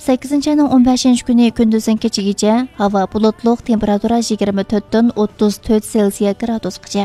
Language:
Uyghur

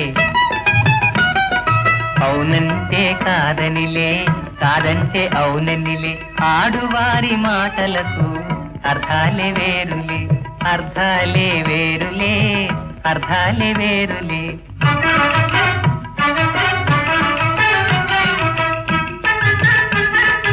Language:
Telugu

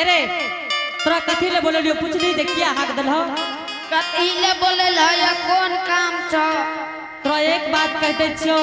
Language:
Angika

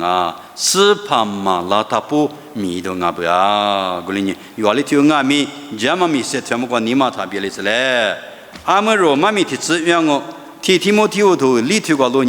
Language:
Lisu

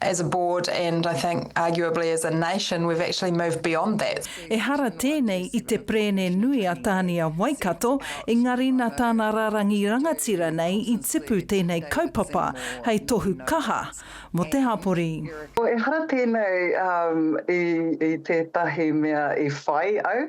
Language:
Māori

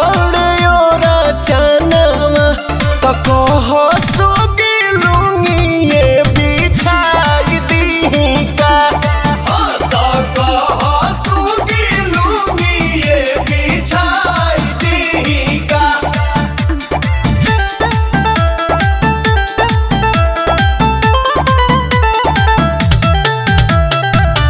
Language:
Bhojpuri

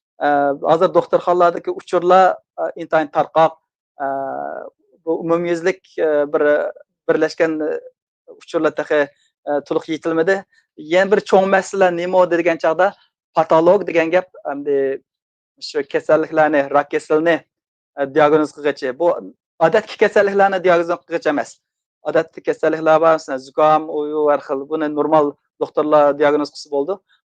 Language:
Uyghur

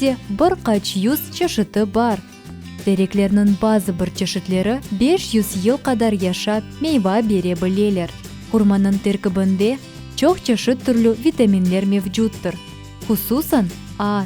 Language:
Crimean Tatar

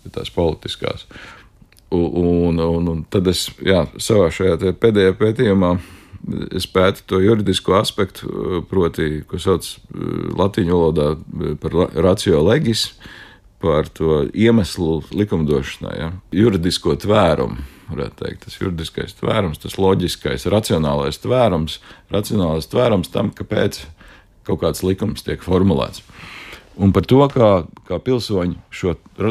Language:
Latvian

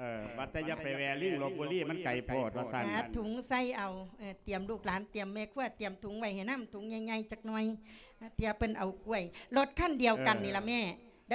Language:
Lao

